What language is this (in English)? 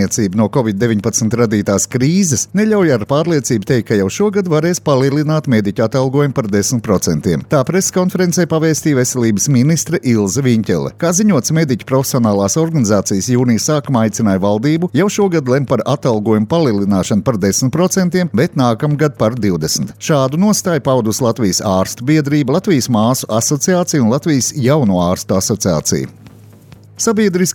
Latvian